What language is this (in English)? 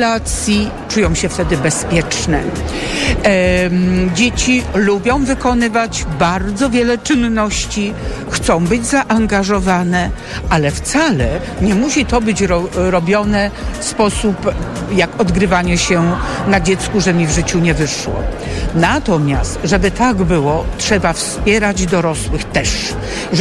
Polish